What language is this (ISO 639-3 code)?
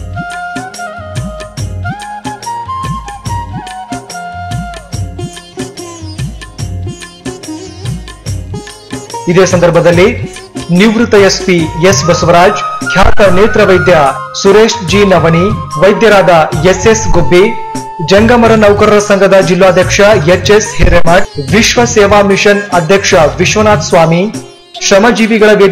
kan